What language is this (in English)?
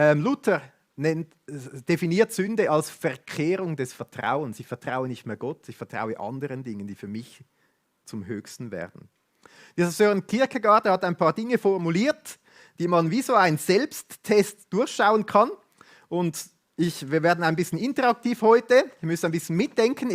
Swiss German